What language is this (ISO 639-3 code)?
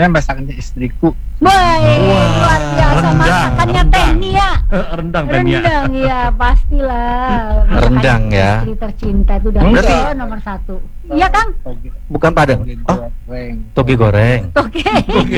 ind